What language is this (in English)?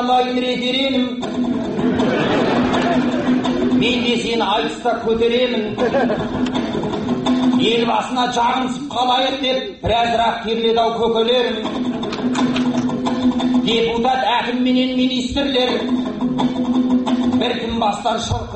Kazakh